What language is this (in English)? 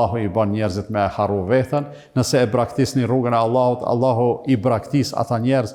Albanian